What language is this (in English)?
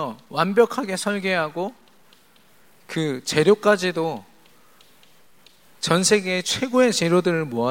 Korean